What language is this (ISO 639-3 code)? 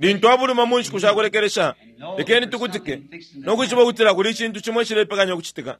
bem